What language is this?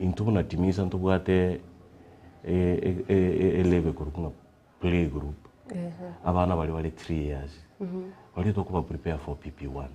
Gusii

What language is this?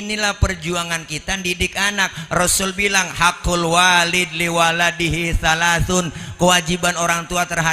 Betawi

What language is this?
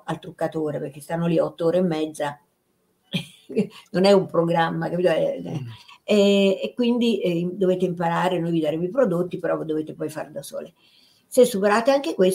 Italian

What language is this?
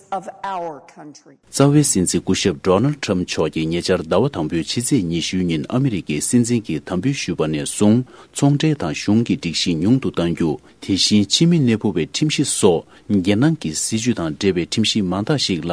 Tibetan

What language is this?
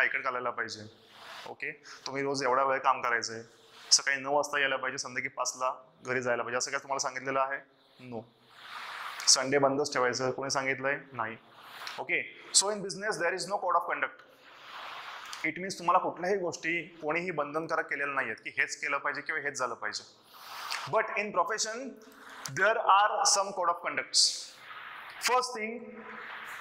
Marathi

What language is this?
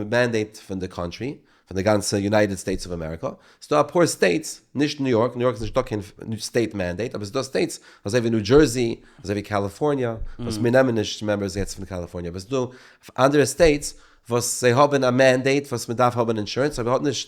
Yiddish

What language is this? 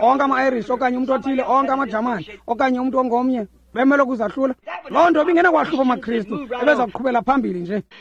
Xhosa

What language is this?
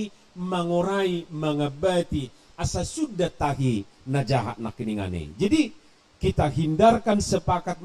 Batak Toba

